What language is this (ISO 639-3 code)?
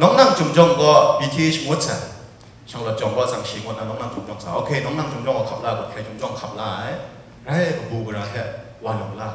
kac